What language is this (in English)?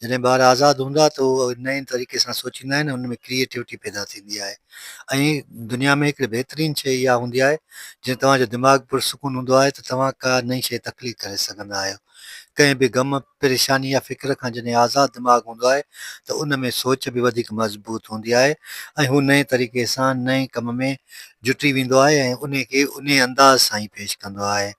Sindhi